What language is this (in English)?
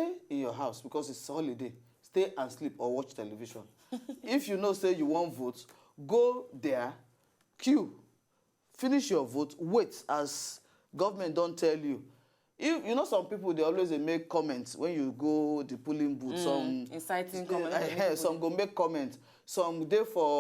Nigerian Pidgin